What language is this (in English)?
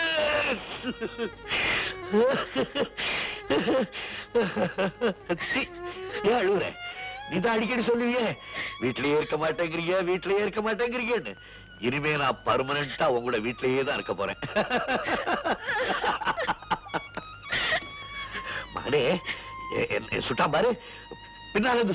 Tamil